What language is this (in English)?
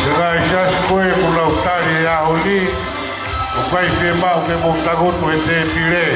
Tongan